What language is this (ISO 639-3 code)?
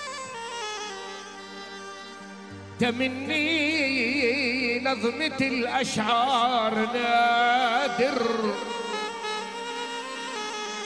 ajp